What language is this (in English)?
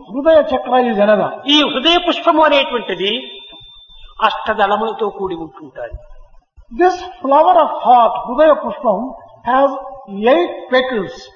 Telugu